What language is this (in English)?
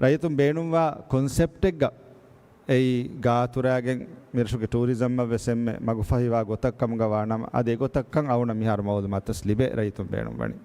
Divehi